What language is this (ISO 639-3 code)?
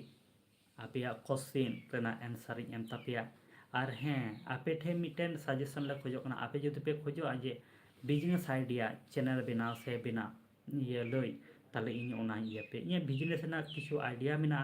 sat